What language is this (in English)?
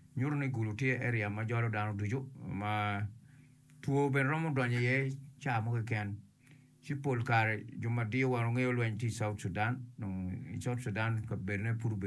Acoli